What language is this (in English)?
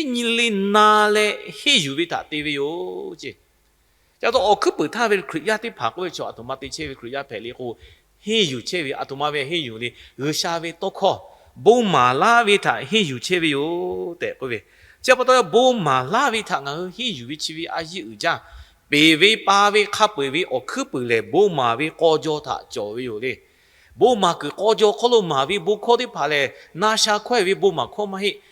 Lahu